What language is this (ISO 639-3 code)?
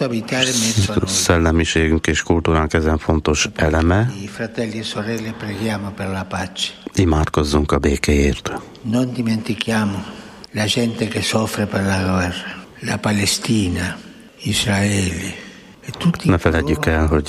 hun